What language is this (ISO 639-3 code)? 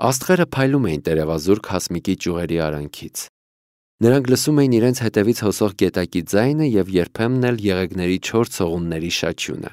hye